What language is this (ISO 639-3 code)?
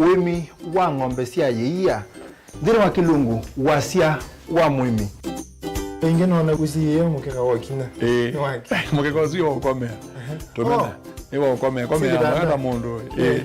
kam